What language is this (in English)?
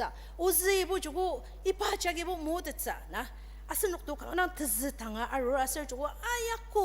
Ao Naga